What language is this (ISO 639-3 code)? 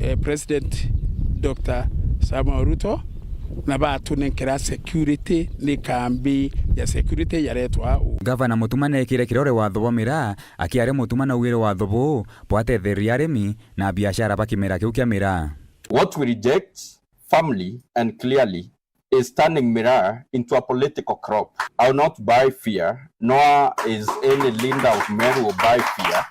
mer